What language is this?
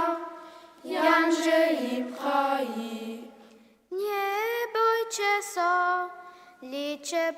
Upper Sorbian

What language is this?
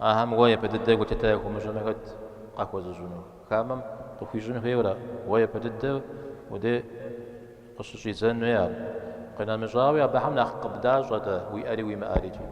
Kabardian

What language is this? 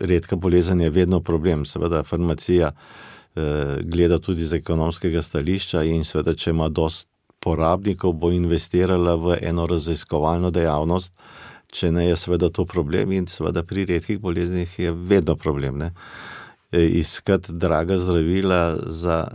Slovenian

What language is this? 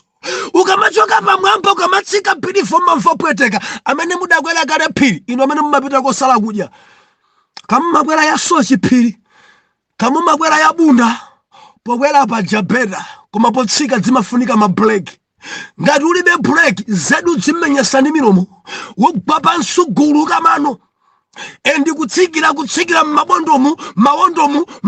Nyanja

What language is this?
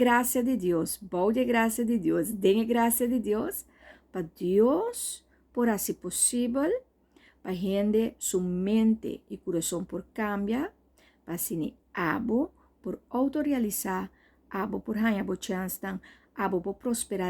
Papiamento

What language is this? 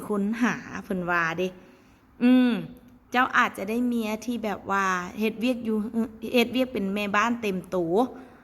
Lao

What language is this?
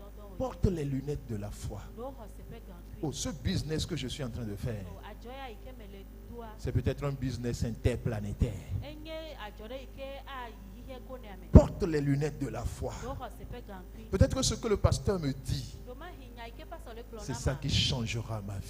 Ewe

